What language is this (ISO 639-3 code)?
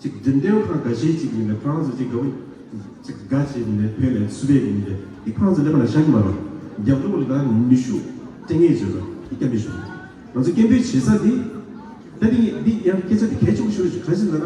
bod